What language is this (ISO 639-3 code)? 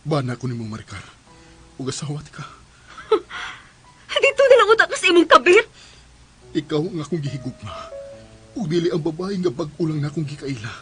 ceb